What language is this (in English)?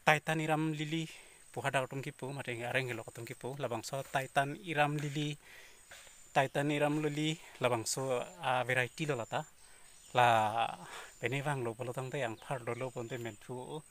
Karbi